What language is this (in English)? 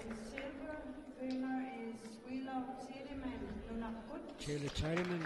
Kalaallisut